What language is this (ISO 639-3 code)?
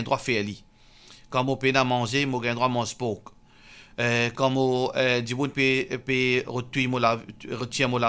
mfe